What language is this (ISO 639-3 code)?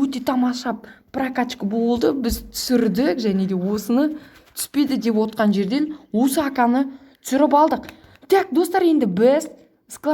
kaz